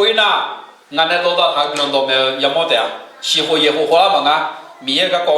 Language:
Akha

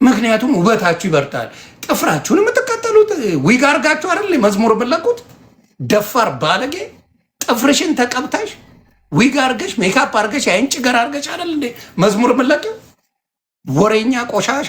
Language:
Amharic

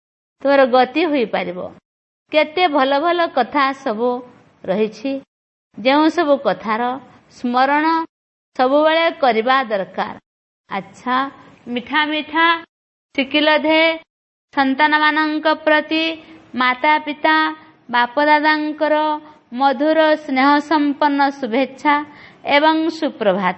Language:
Odia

